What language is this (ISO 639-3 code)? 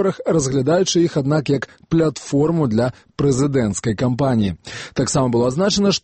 bel